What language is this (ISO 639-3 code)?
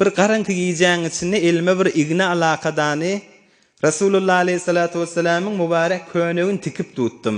tuk